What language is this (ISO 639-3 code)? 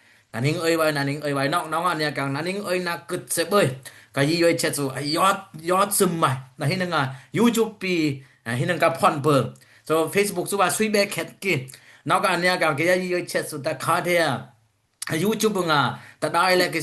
dis